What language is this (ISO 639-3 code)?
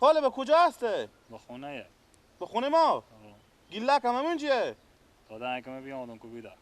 fas